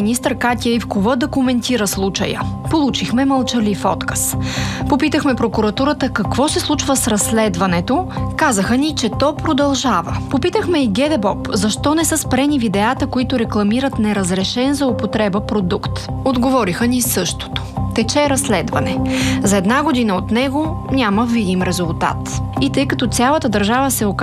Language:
Bulgarian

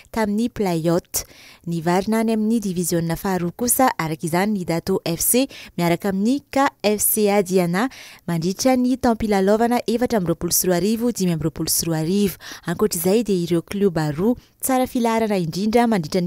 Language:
Malagasy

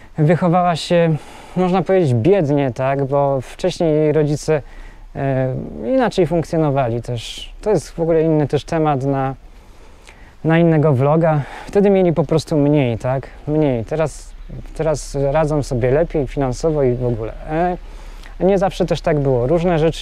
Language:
Polish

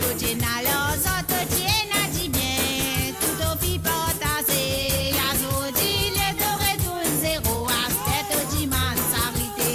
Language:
Morisyen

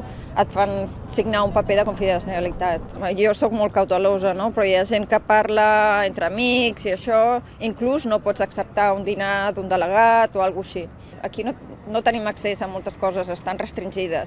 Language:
Catalan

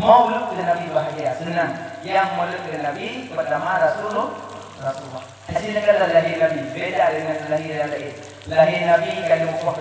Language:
Achinese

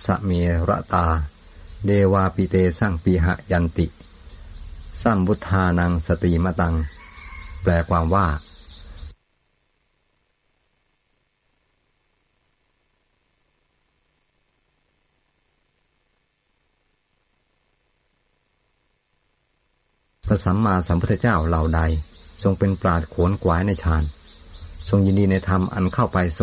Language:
Thai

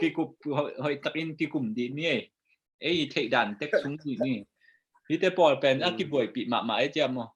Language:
Tedim Chin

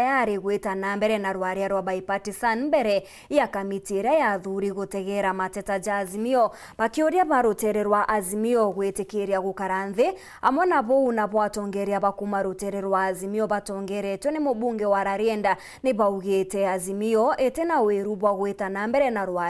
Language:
Meru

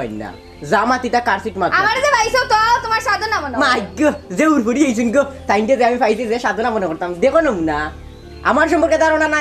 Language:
Sylheti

